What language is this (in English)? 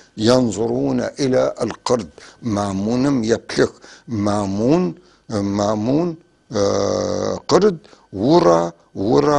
North Levantine Arabic